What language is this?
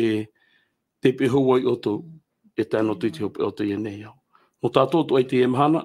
Tahitian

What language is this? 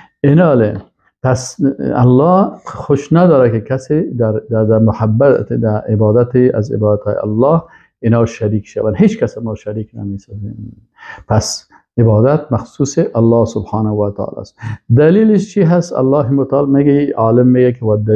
Persian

